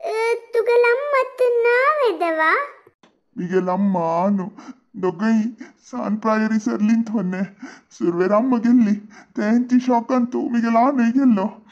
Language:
Konkani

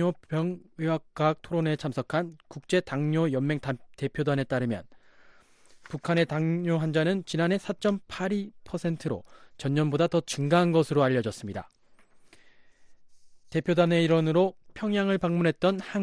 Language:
Korean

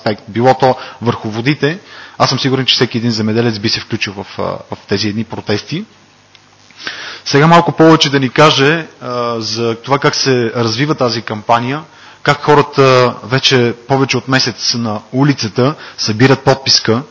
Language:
Bulgarian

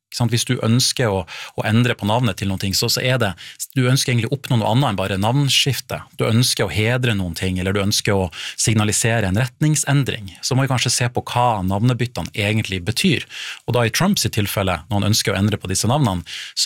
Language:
Norwegian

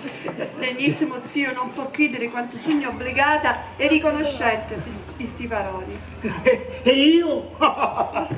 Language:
Sicilian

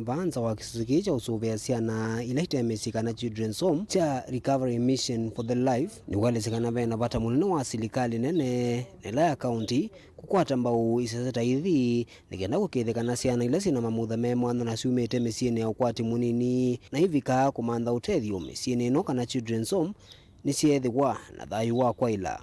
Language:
Kamba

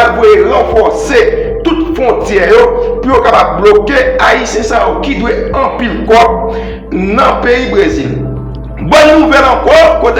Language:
Haitian Creole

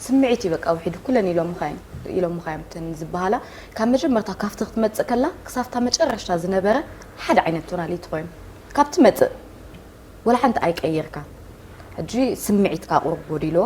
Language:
Tigrinya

